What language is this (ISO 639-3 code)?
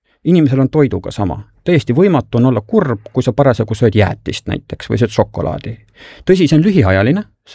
est